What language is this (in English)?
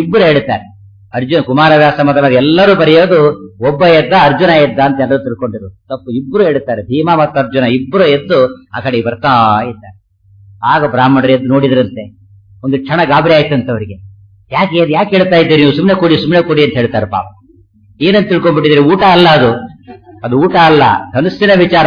Kannada